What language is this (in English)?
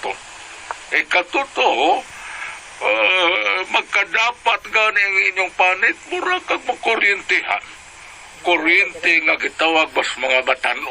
Cebuano